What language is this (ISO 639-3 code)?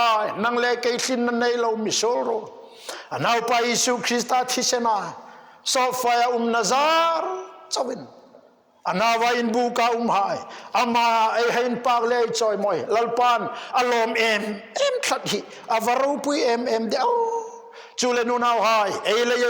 hmr